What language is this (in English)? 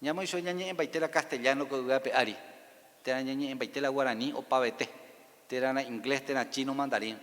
Guarani